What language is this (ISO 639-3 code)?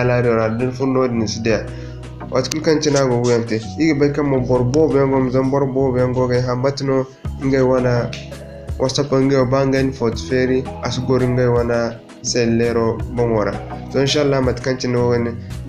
dje